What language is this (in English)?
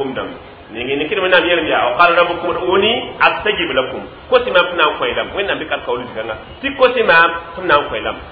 Mossi